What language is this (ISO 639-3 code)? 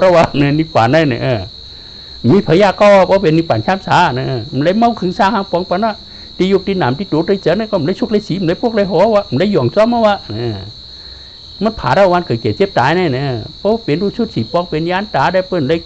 shn